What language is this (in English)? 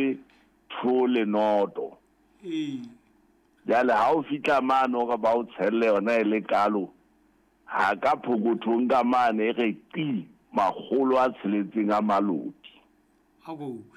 Southern Sotho